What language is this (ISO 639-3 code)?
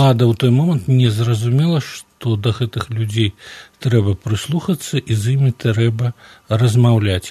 bel